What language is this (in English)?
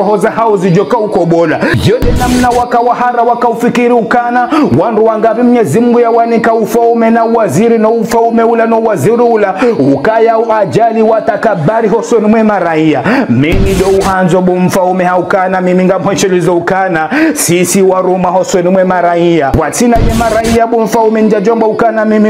Ngazidja Comorian